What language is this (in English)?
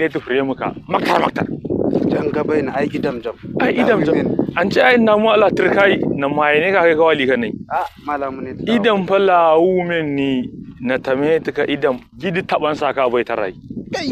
Hausa